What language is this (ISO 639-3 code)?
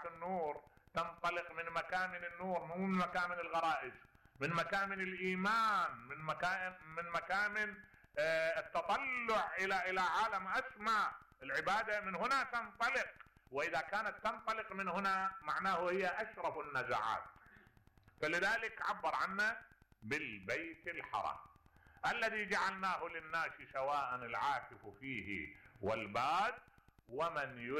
acm